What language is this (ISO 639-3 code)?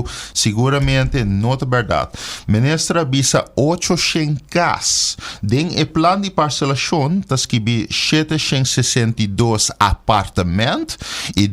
pap